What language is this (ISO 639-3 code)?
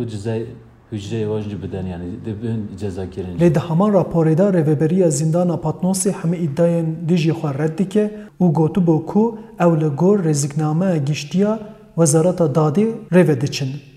kur